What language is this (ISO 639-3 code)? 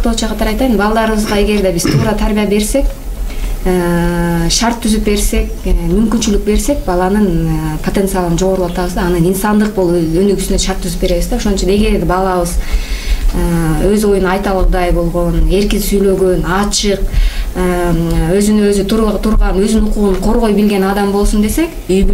kir